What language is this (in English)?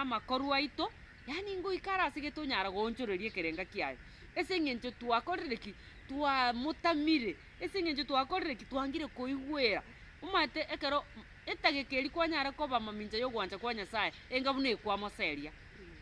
Gusii